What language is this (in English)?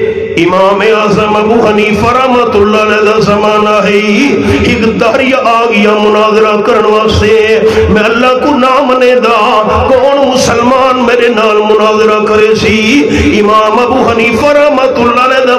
Urdu